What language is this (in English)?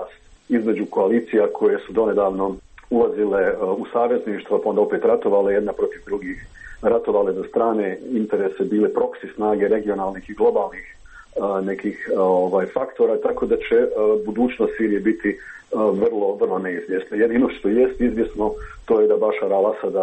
Serbian